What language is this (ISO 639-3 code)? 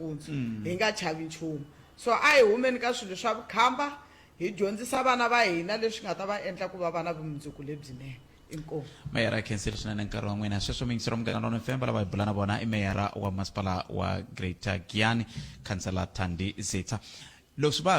tso